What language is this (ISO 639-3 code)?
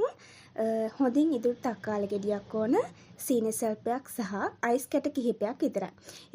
sin